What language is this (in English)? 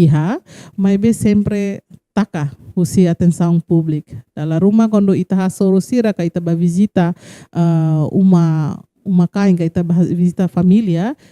Tetum